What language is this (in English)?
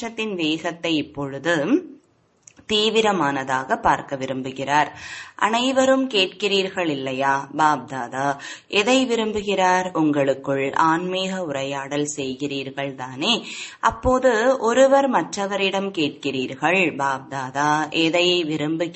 Tamil